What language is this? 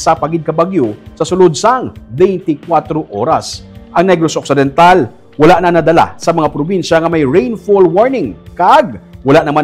Hiligaynon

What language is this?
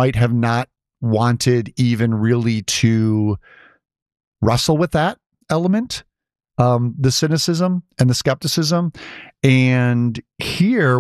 English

